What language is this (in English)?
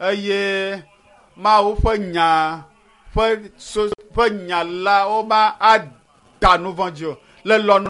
Ewe